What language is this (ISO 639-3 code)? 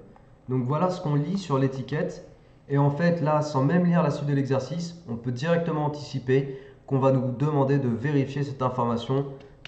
fra